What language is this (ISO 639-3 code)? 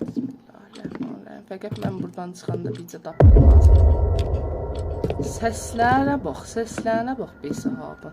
azb